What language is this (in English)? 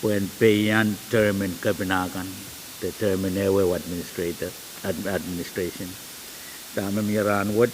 Pohnpeian